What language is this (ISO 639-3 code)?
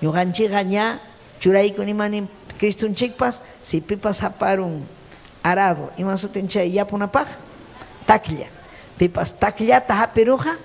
quy